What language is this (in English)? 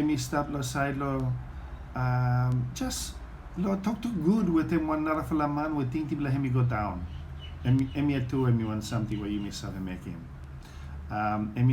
Bislama